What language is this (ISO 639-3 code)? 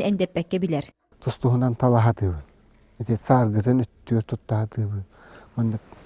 sah